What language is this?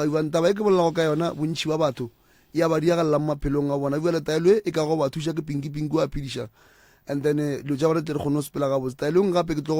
Northern Sotho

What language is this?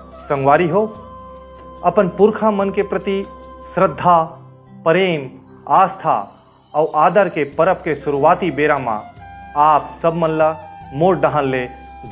Chhattisgarhi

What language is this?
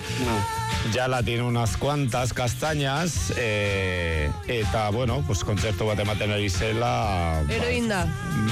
Basque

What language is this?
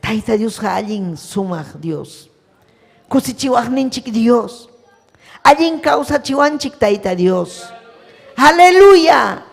Ayacucho Quechua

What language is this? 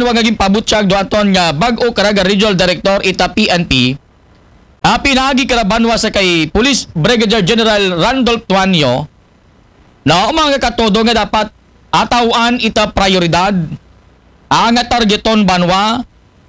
Aklanon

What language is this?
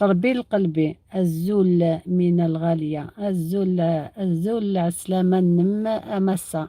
Algerian Arabic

